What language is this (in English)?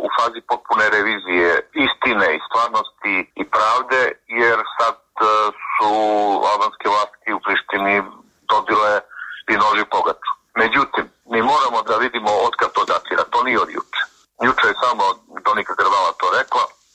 Serbian